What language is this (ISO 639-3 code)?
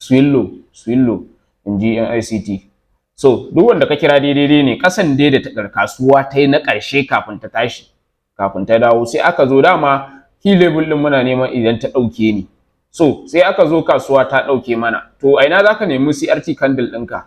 hau